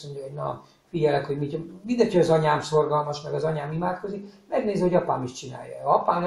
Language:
Hungarian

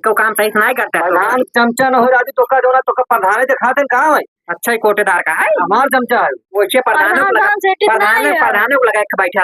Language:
Awadhi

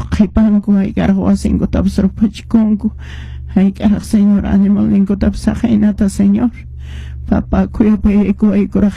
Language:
Quechua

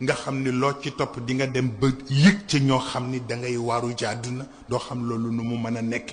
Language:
Wolof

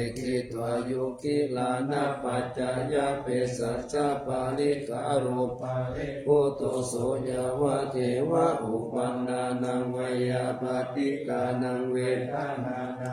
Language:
Pali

